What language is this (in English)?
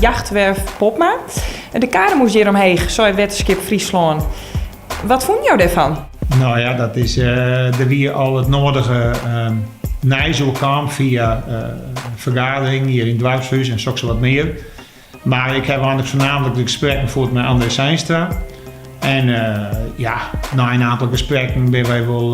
Western Frisian